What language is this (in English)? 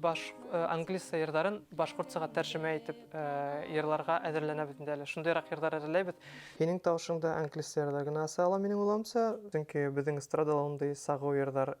Bashkir